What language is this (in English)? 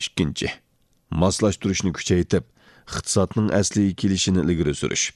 Uyghur